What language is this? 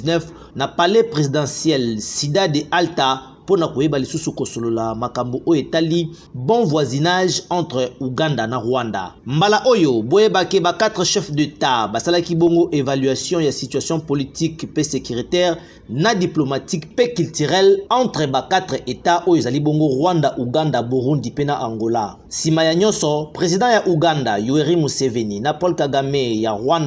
Lingala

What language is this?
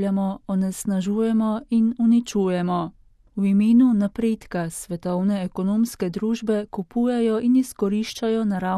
Slovenian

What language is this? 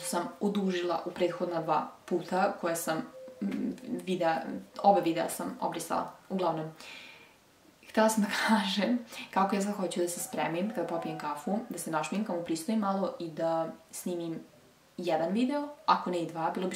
Serbian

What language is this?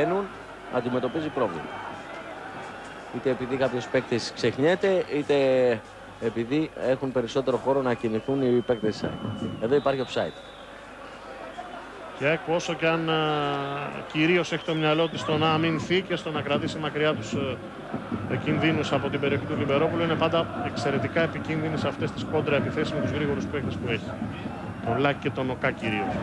Greek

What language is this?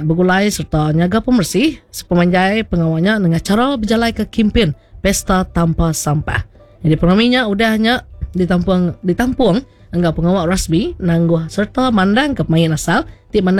Iban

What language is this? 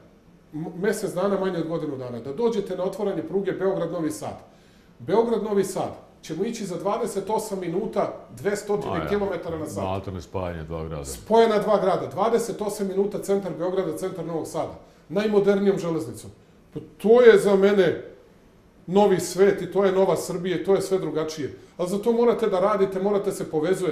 Serbian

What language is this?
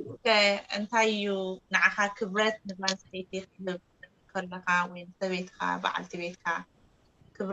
Tigrinya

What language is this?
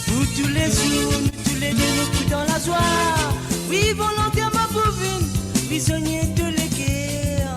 Morisyen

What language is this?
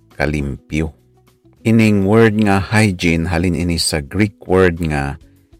Hiligaynon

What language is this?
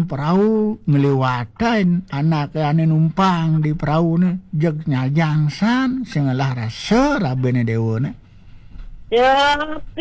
Balinese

